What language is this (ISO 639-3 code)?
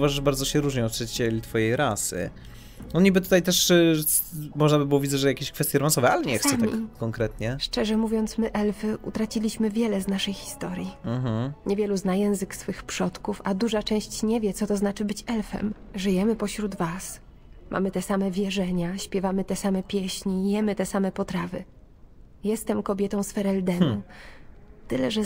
pol